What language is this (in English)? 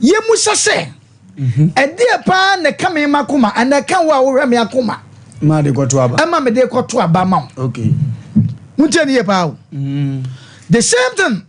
Akan